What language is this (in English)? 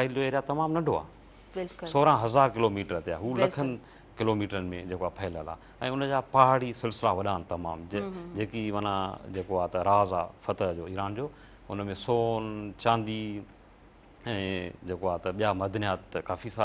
Sindhi